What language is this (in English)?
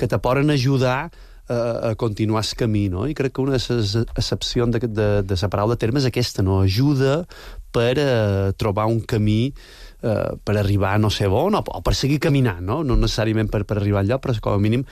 Catalan